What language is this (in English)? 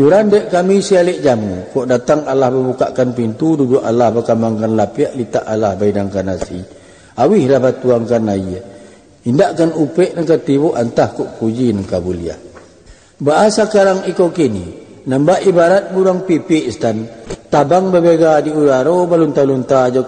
Minangkabau